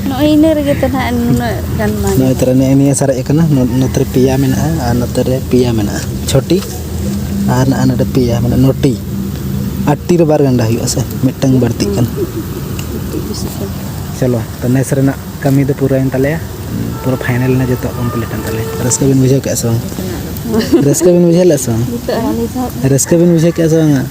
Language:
Santali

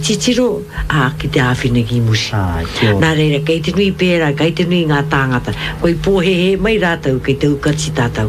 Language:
Māori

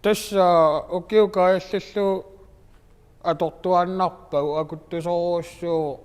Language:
Kalaallisut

